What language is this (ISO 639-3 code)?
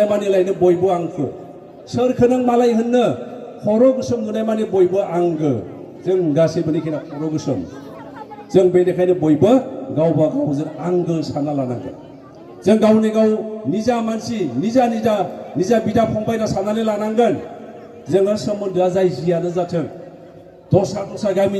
brx